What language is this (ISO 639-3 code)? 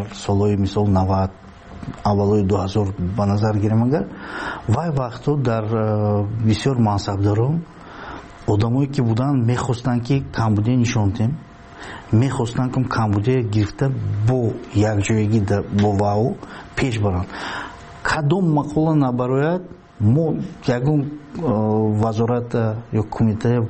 fas